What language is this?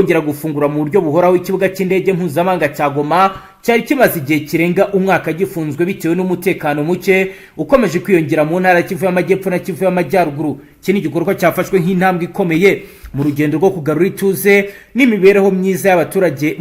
Kinyarwanda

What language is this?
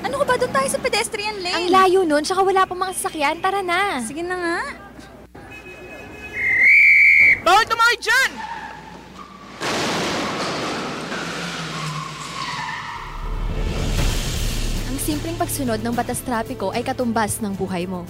Filipino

